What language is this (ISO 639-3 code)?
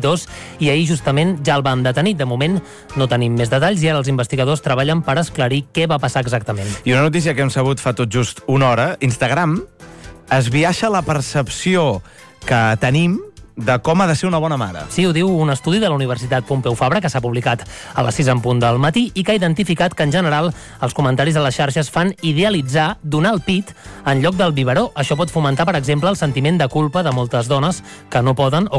cat